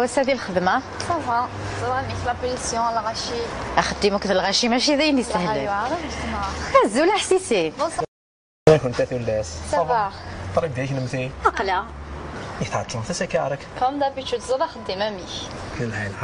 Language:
Kabyle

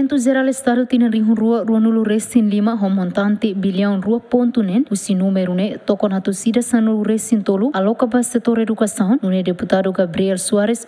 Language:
Tetum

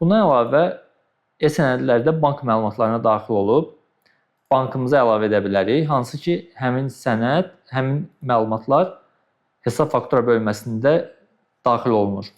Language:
Azerbaijani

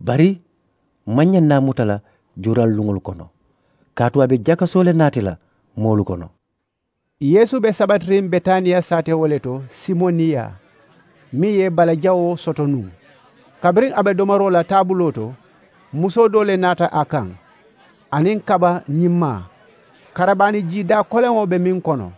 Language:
Mandingo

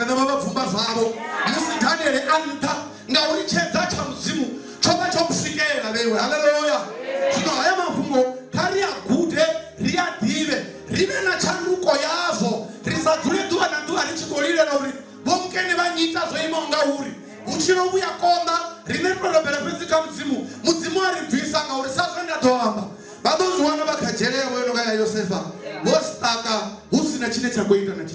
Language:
Venda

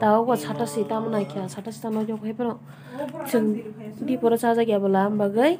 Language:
Kok Borok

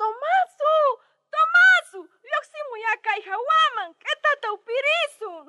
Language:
South Bolivian Quechua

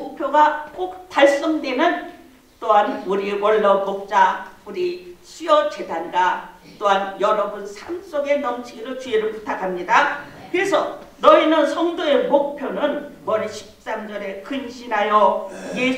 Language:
Korean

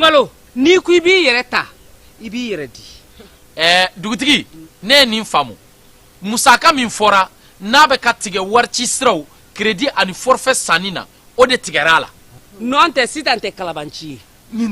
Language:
Bambara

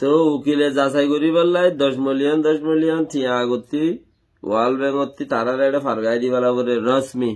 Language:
Rohingya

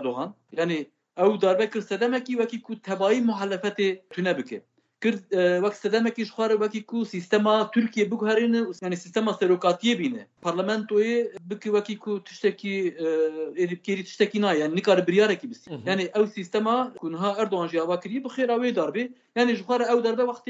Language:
Kurdish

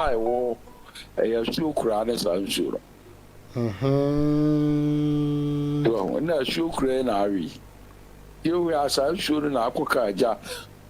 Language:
Akan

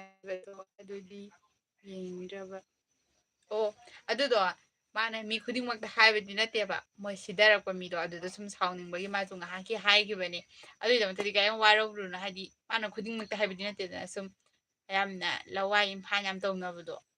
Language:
Manipuri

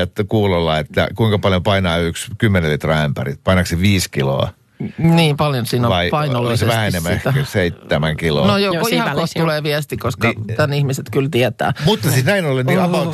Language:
Finnish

